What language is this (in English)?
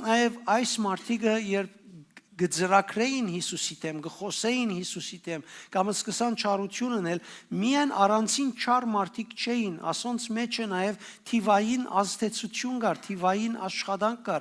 Western Armenian